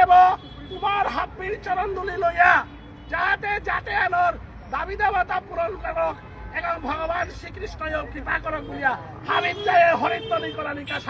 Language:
Bishnupriya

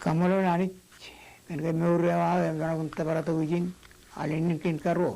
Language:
Marshallese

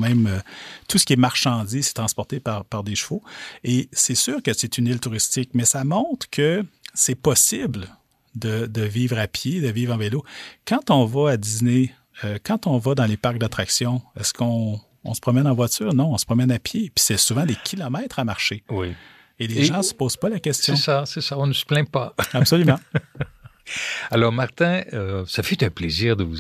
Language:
French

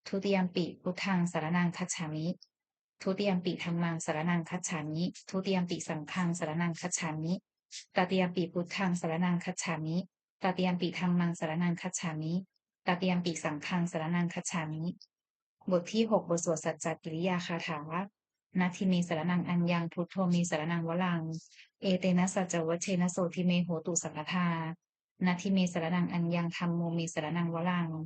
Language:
Pali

